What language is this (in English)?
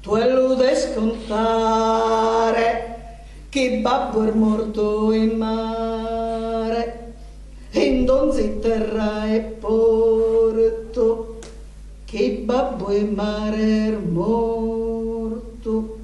Sardinian